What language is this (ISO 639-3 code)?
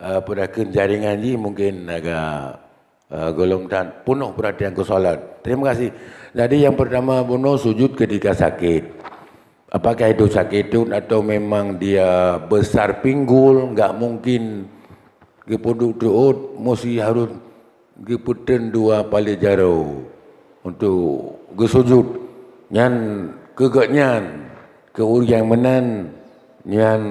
ace